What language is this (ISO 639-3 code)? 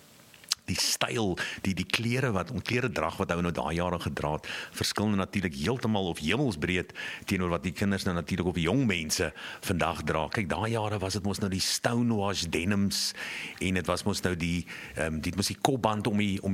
afr